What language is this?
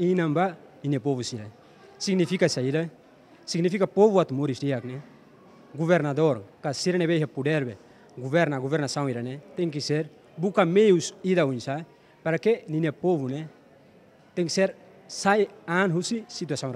Tetum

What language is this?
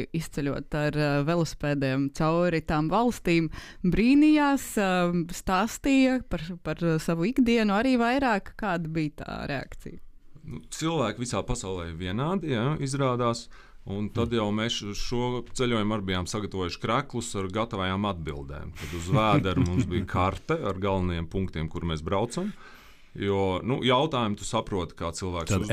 Latvian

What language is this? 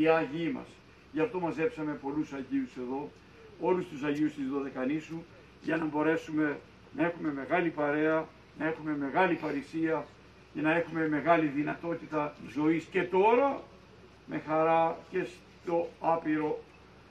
Greek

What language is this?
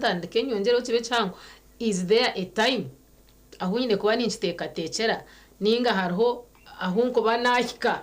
Nyankole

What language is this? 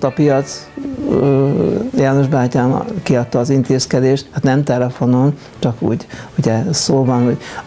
Hungarian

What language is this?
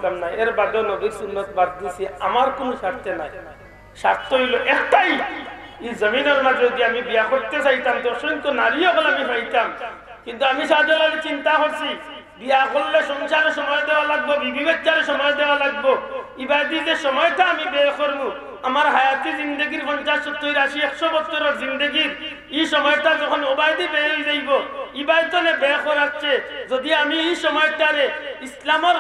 Sylheti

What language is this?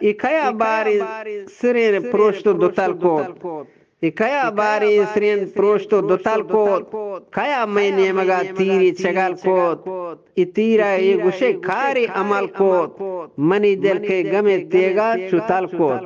Eastern Balochi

